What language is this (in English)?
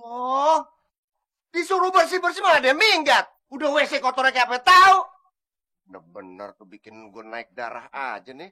Betawi